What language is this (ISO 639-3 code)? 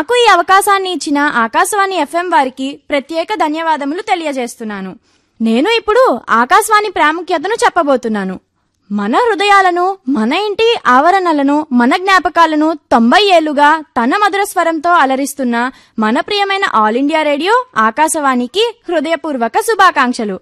tel